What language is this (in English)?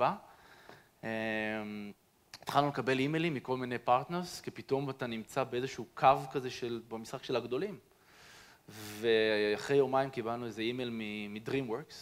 Hebrew